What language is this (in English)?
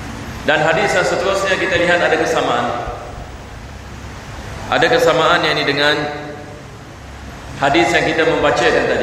Malay